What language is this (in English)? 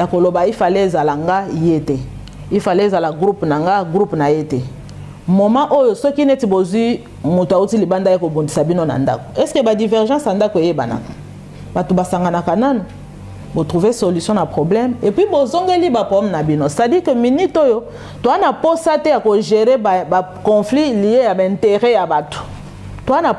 Lingala